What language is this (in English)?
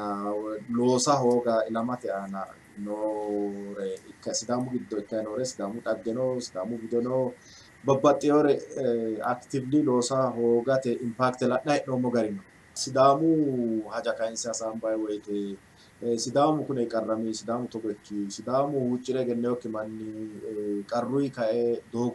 Sidamo